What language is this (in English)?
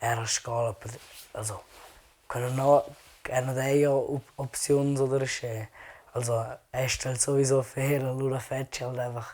Romansh